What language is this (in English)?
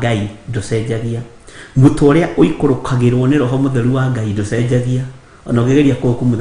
Kikuyu